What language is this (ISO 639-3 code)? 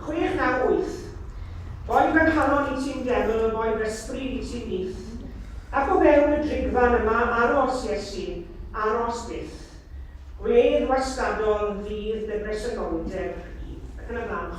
cym